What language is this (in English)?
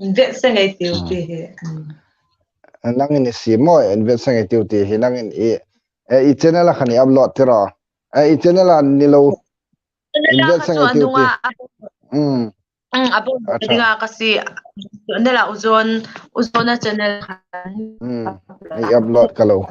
Hmar